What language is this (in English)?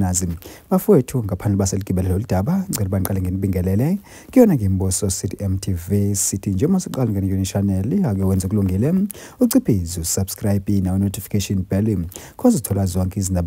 Zulu